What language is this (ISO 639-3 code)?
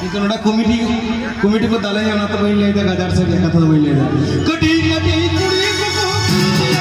sat